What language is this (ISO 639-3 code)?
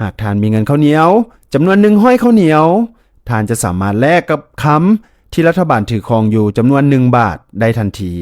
lao